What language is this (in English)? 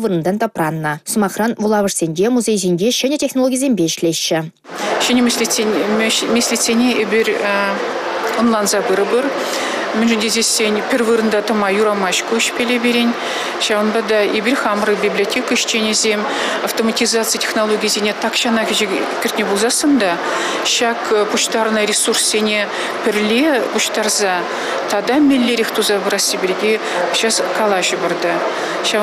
Chuvash